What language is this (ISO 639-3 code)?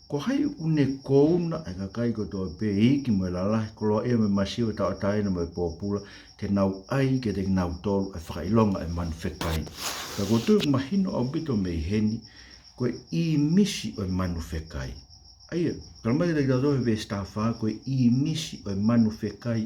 ton